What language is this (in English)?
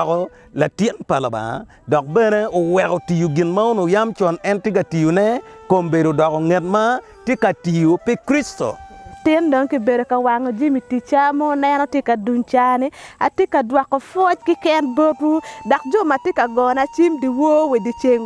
Acoli